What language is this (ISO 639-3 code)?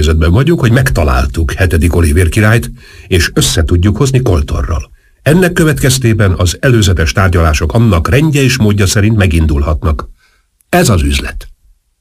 hun